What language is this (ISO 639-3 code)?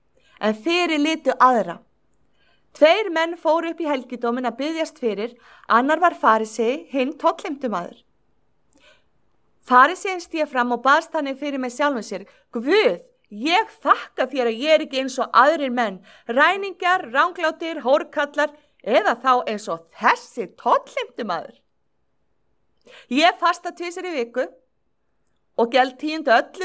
isl